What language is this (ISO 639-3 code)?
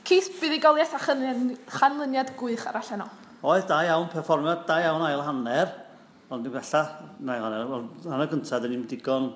cym